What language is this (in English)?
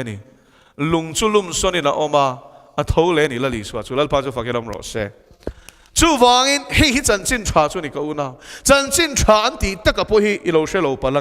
Mizo